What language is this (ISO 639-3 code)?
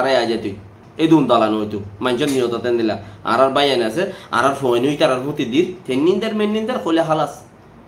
rhg